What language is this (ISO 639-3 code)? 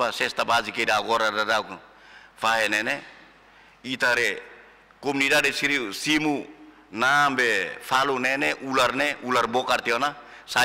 tet